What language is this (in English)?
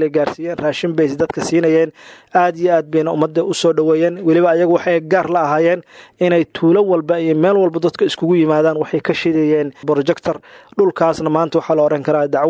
Somali